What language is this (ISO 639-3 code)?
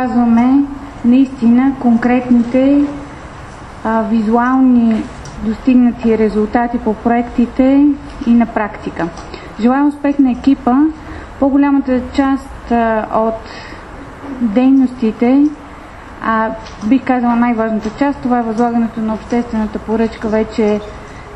bul